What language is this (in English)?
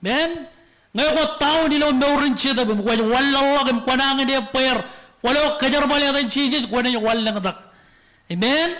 Marshallese